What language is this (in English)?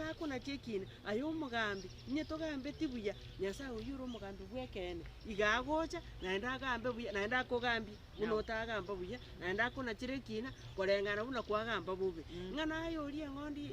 Gusii